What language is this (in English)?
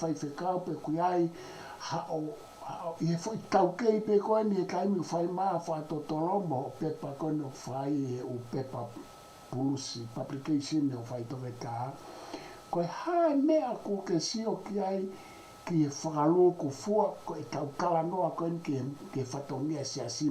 Tongan